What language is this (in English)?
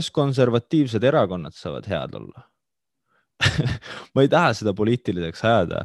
Estonian